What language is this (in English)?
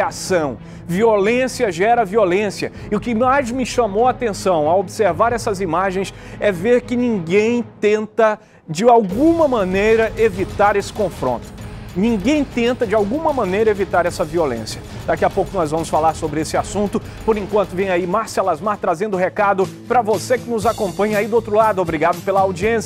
Portuguese